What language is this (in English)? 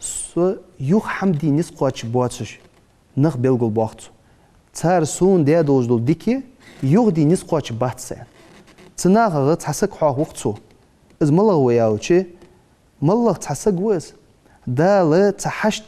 Ingush